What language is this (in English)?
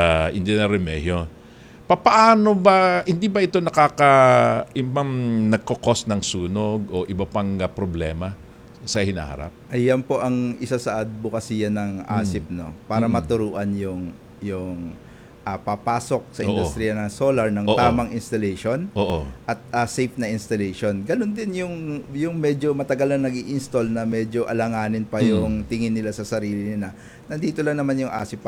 Filipino